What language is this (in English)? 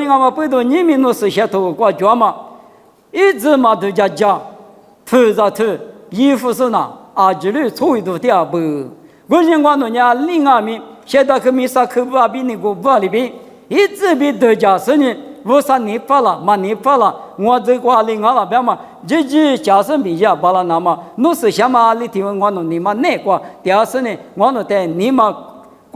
Lisu